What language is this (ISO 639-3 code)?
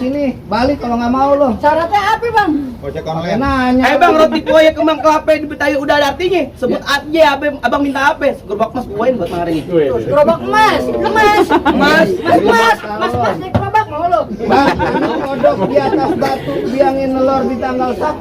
bew